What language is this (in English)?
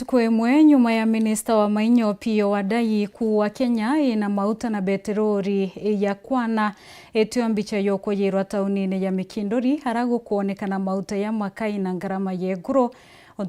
Meru